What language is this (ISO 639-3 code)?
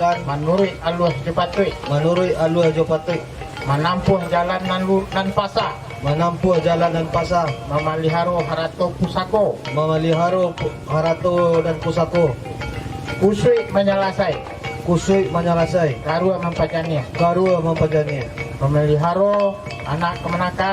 min